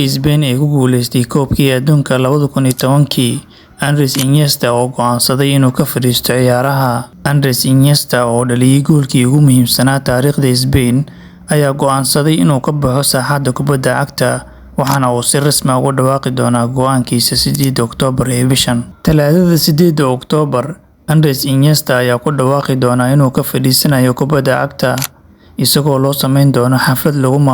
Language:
Somali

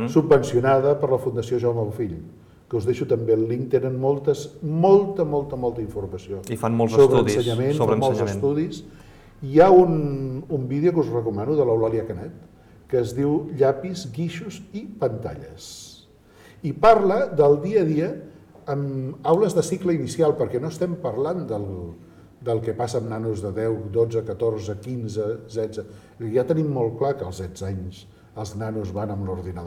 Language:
Catalan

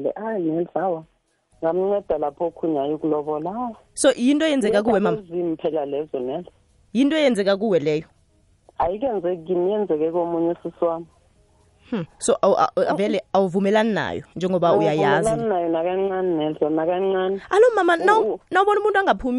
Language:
South Ndebele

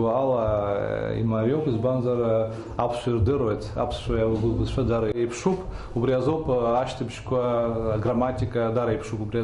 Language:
Abkhazian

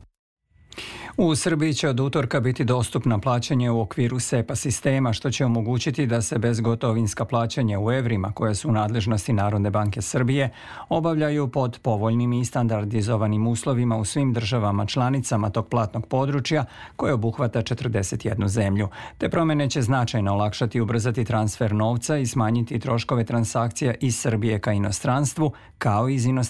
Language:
Serbian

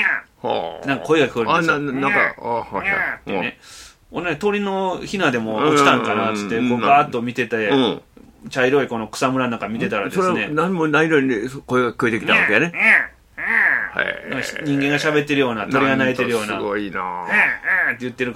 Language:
Japanese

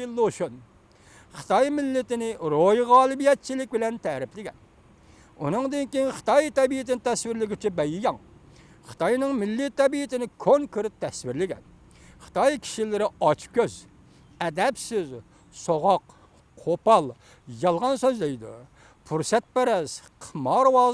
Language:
Uyghur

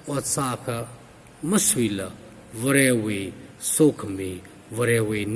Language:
Tangkhul Naga (India)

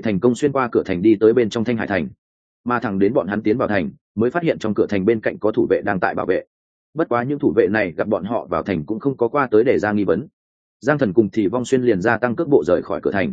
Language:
Vietnamese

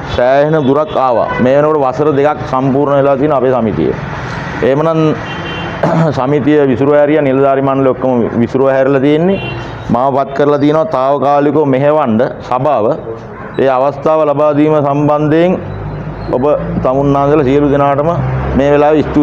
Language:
Sinhala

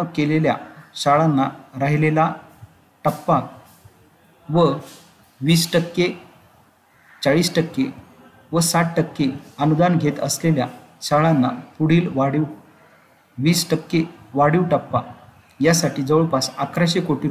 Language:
Marathi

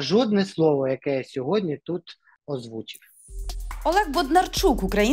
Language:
Ukrainian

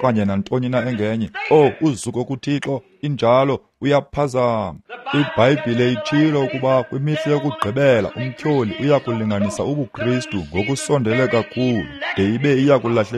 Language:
Xhosa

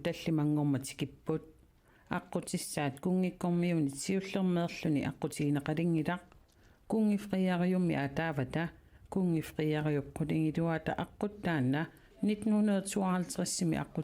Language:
Kalaallisut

